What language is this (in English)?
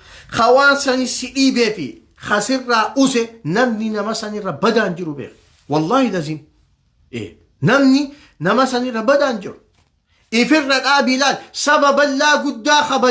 Oromo